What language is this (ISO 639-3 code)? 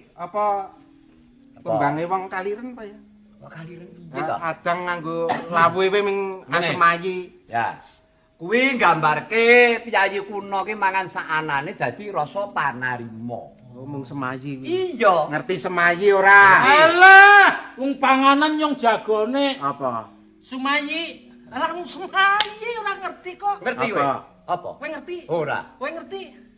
jav